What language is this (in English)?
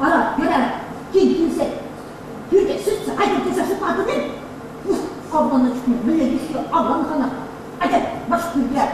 Chuvash